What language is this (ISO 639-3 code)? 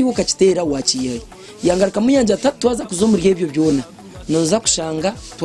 nyn